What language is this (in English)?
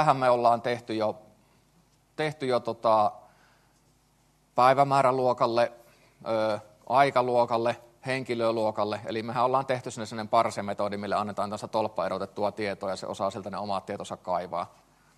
Finnish